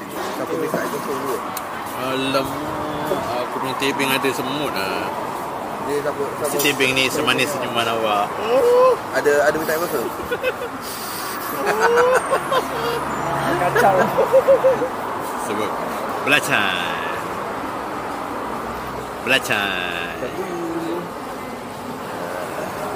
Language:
Malay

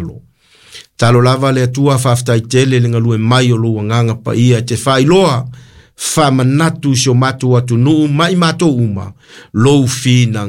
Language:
Samoan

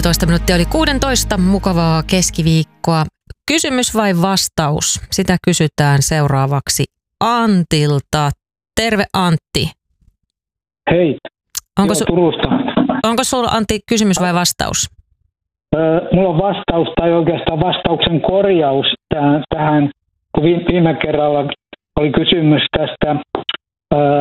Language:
Finnish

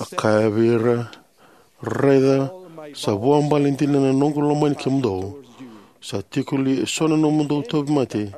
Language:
Fijian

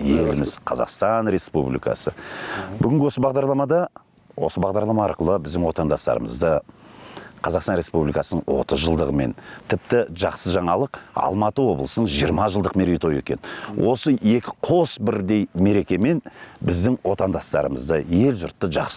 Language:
Kazakh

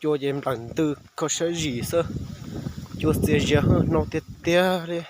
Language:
Hmong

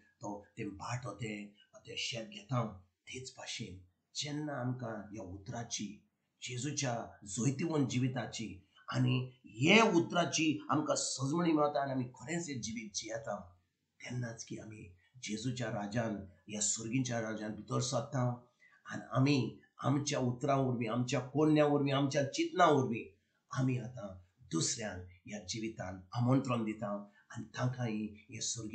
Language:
Konkani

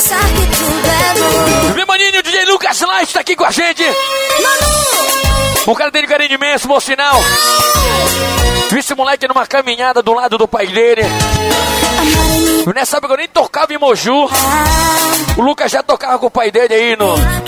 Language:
Portuguese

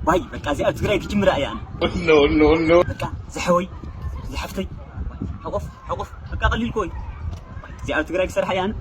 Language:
Tigrinya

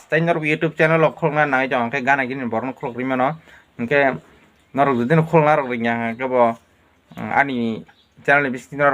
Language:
Kok Borok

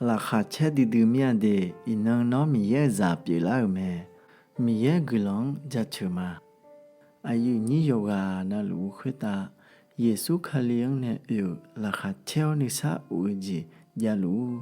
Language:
Akha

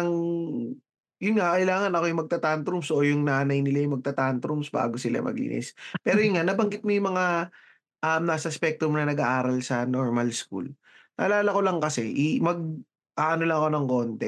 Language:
Filipino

